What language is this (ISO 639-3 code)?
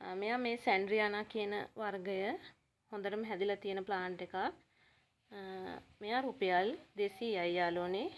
sin